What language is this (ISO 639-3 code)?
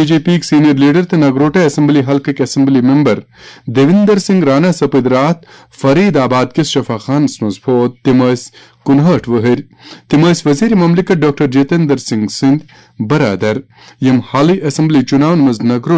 kas